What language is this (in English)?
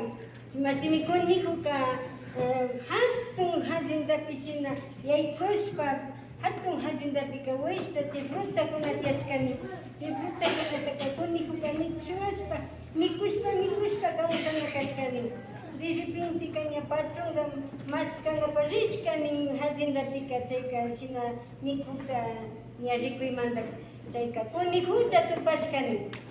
Imbabura Highland Quichua